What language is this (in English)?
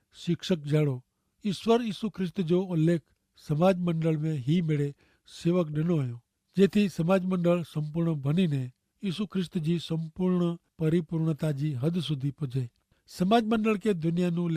Kachhi